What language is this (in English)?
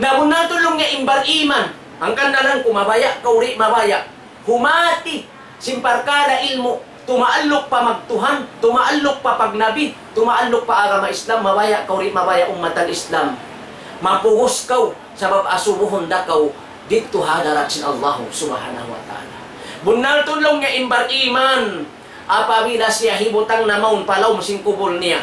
Tausug